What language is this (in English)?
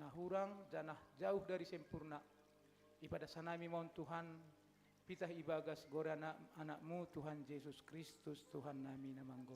Batak Simalungun